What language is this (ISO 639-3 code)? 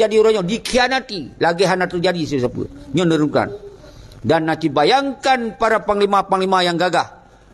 ace